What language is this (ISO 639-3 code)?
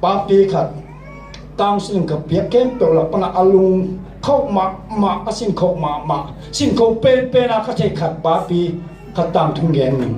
ctd